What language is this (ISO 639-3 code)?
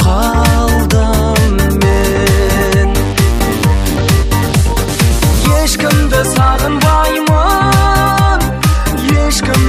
kaz